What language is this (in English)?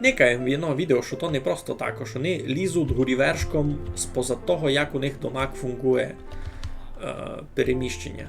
Rusyn